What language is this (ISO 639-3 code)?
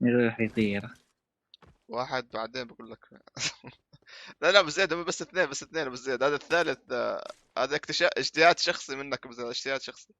apc